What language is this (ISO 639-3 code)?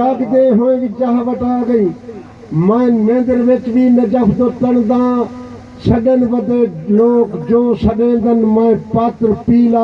skr